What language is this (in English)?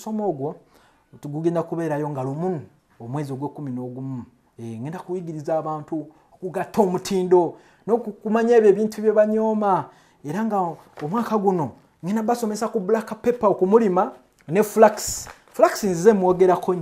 Ganda